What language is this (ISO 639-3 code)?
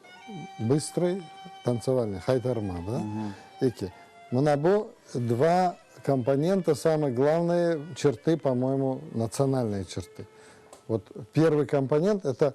crh